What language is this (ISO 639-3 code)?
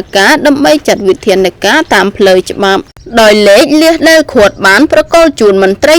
khm